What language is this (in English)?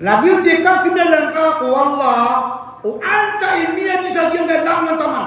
Maranao